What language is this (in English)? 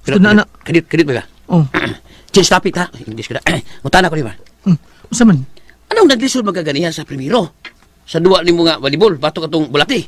Cebuano